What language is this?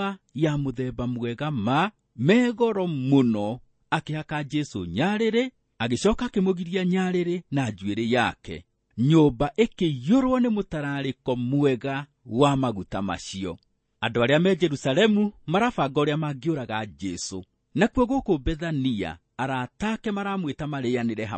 Kikuyu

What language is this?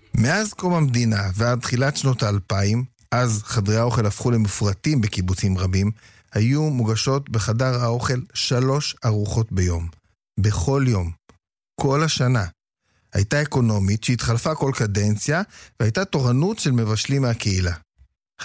Hebrew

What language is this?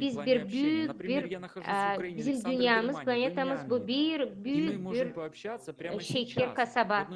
Gagauz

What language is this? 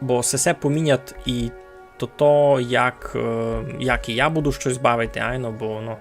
Rusyn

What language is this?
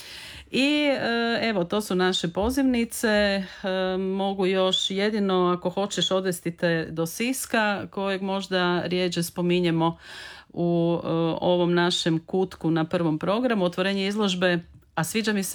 Croatian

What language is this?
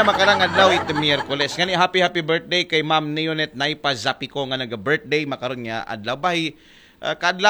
Aklanon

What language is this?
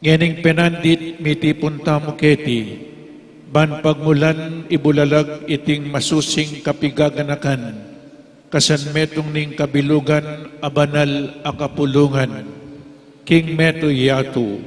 Pampanga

